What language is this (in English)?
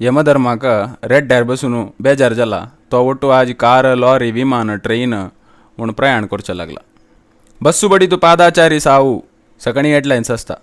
Konkani